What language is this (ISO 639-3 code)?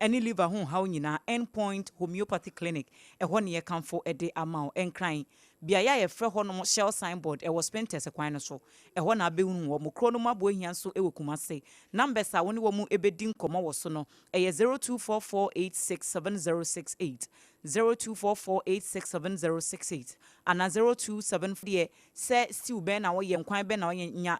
aka